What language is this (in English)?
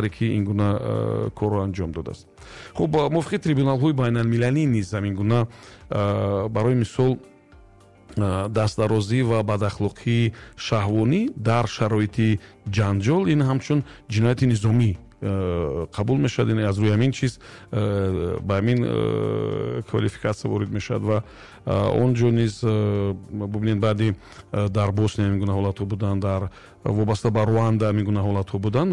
Tajik